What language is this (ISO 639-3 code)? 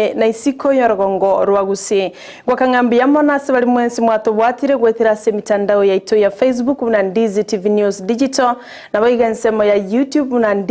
guz